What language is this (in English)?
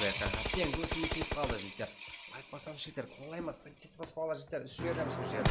Kara-Kalpak